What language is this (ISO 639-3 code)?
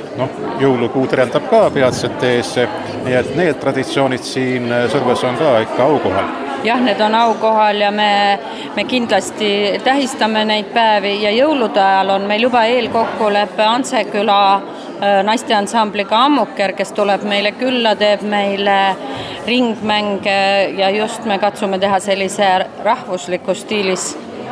est